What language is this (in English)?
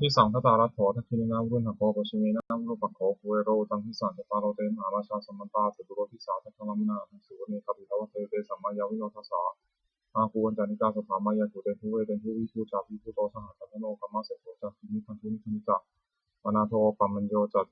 Pali